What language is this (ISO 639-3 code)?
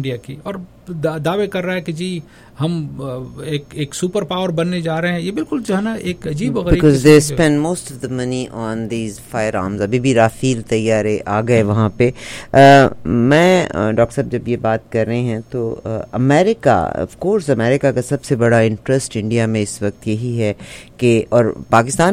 urd